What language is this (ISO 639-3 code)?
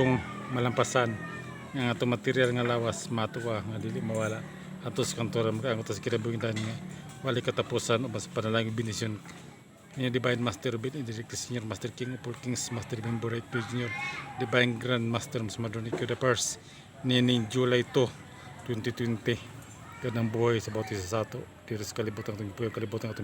ceb